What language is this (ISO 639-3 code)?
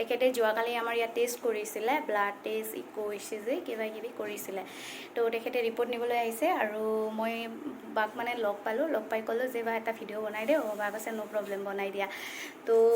asm